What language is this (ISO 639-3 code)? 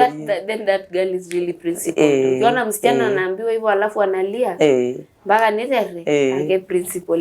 mas